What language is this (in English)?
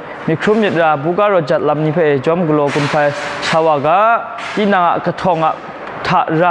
Kachin